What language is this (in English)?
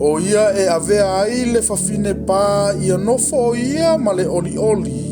Samoan